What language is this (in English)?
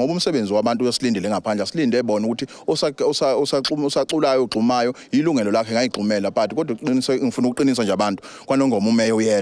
Zulu